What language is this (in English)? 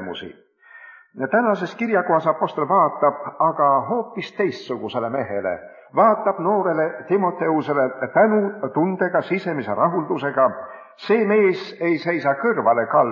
Estonian